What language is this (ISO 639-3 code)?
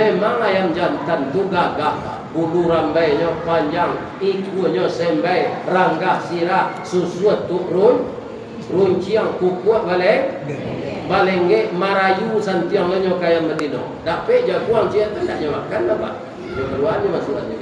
min